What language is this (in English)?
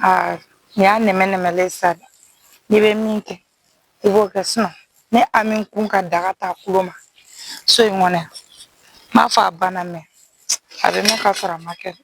Bambara